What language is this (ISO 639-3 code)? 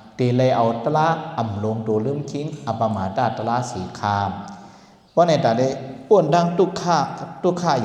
shn